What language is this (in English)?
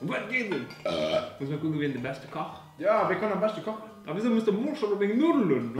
Luxembourgish